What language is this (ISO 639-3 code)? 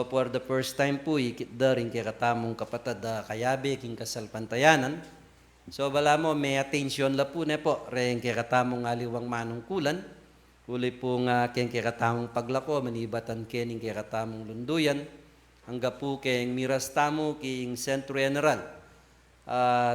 pam